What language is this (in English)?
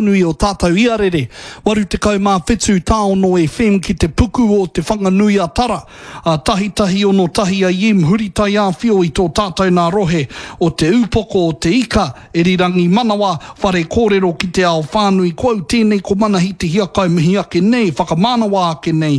Māori